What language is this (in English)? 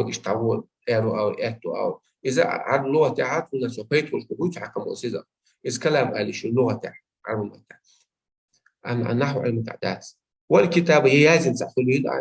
Chechen